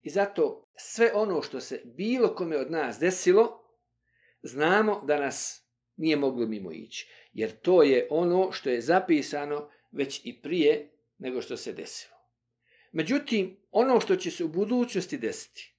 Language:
Bosnian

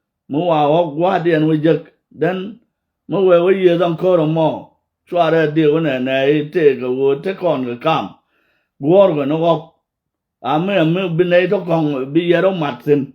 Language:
Nuer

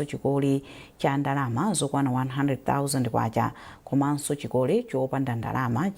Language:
Nyanja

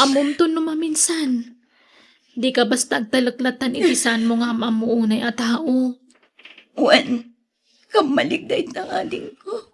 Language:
Iloko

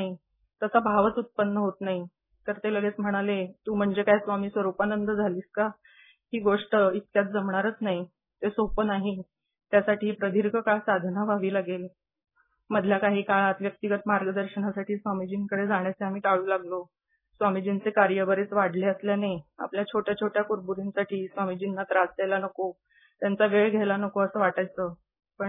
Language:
Marathi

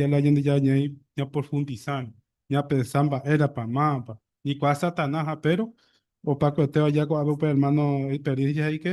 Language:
Guarani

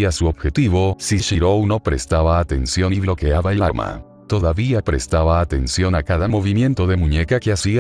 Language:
Spanish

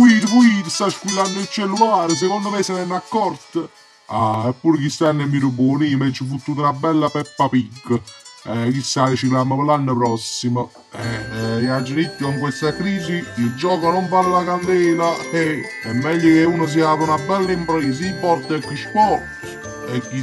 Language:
Neapolitan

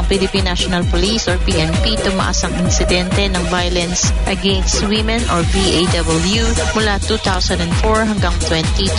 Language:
Filipino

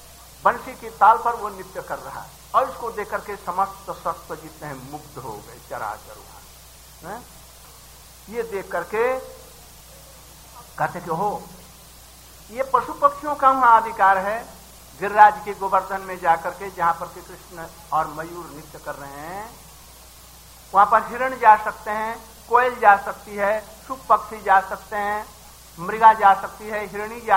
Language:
Hindi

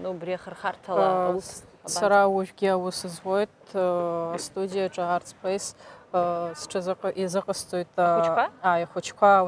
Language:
Abkhazian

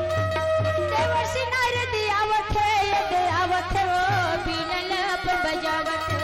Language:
Chhattisgarhi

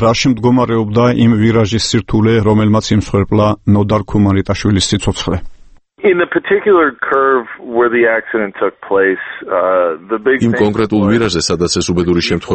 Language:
Georgian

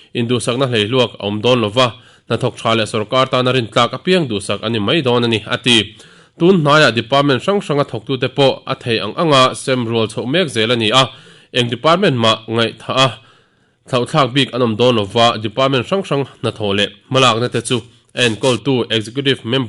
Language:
Mizo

